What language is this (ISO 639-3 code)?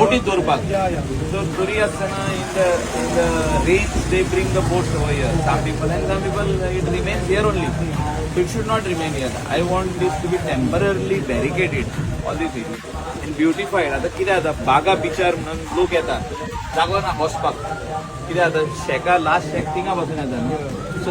kok